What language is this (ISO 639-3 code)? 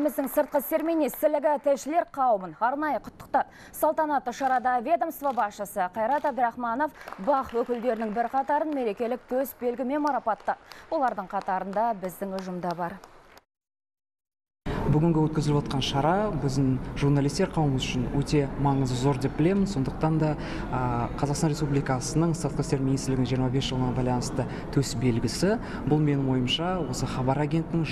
kaz